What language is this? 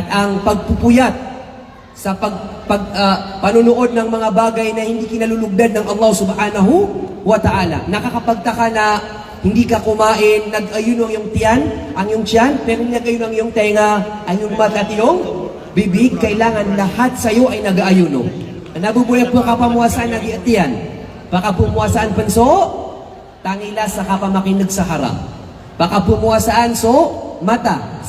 Maranao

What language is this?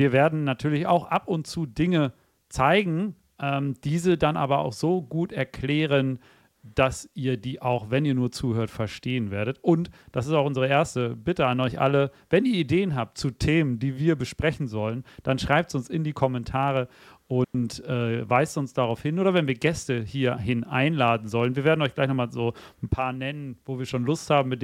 German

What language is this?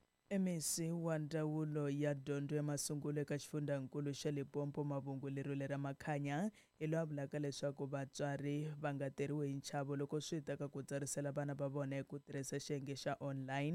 Tsonga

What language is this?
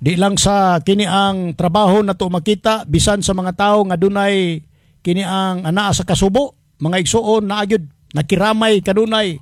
Cebuano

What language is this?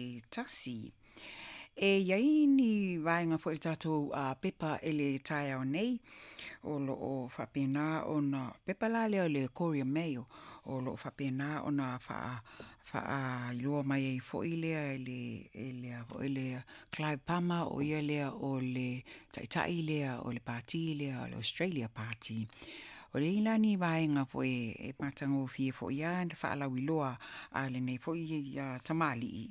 Samoan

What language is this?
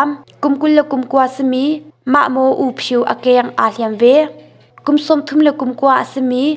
Hakha Chin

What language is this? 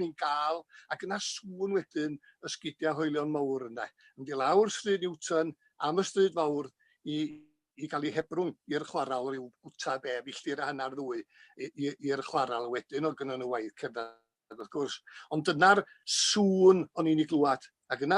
Welsh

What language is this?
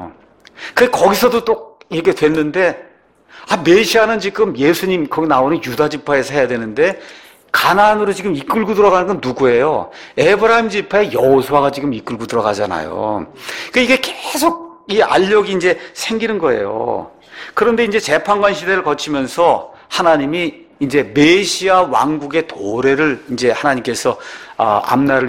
Korean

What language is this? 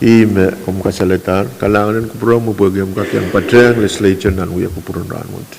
Pohnpeian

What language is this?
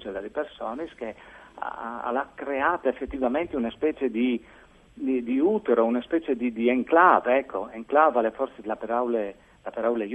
Friulian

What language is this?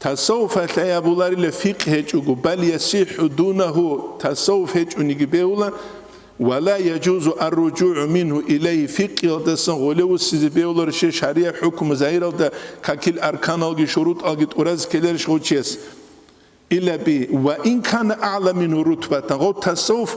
Avaric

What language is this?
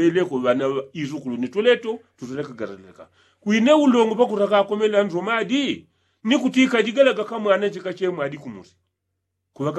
Yao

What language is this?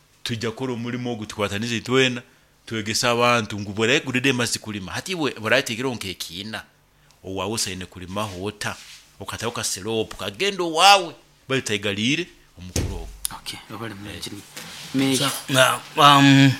Nyoro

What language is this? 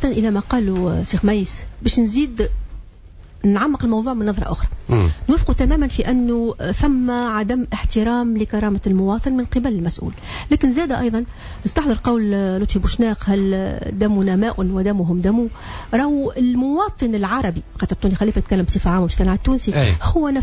Tunisian Arabic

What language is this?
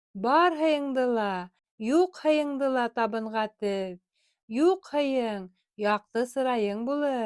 Bashkir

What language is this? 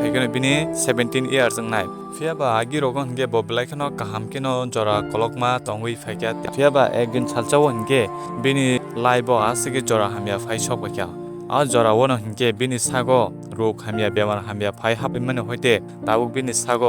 Kok Borok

